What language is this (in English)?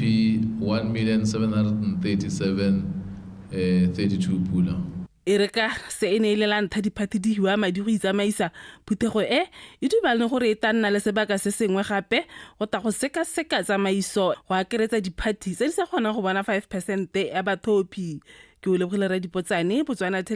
Tswana